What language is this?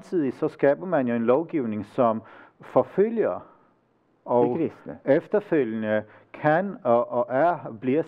Danish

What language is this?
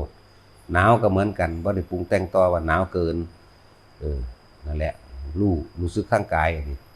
Northeastern Thai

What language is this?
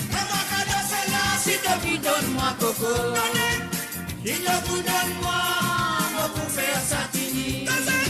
Morisyen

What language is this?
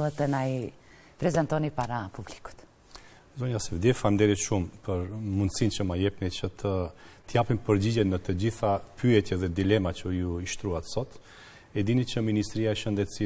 Albanian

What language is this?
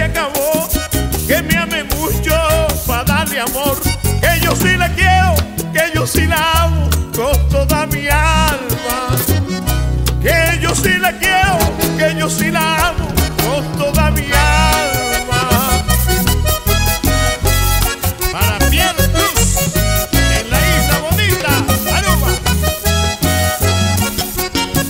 Spanish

